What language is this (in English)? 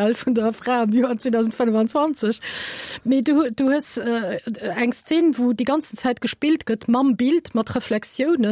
Luxembourgish